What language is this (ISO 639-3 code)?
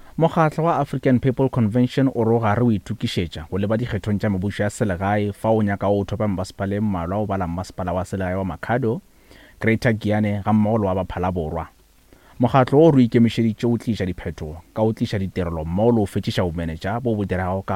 nso